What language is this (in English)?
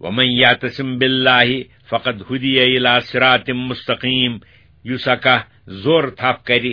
Kashmiri